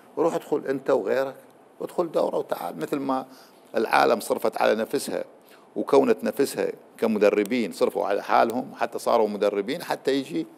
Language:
Mesopotamian Arabic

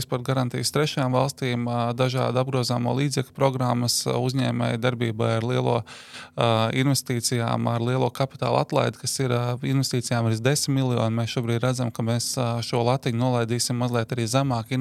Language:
Latvian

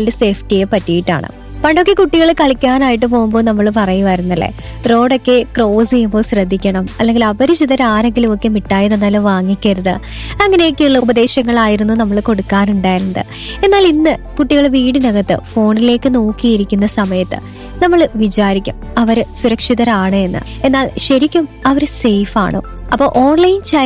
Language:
Malayalam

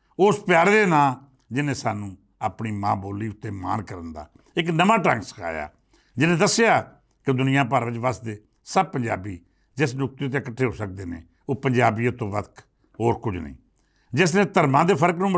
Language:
Western Panjabi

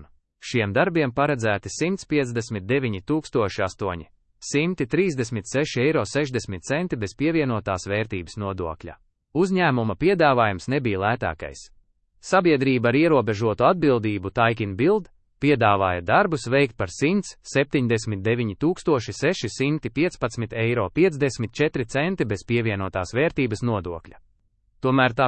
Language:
Latvian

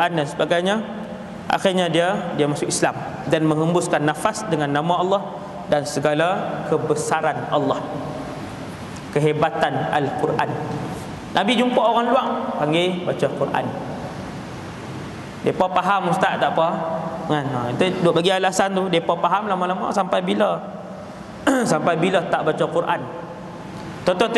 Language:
Malay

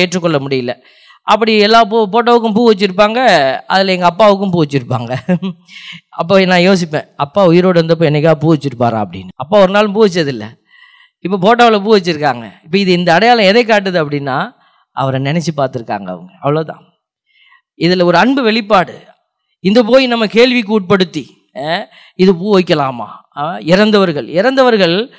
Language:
Tamil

